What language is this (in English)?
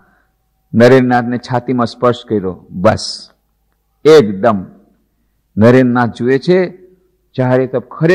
Gujarati